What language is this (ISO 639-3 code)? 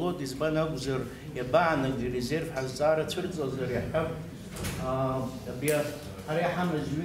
abk